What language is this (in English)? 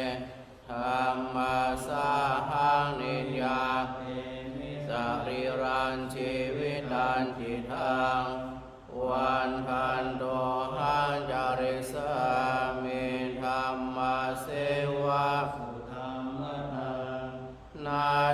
Pali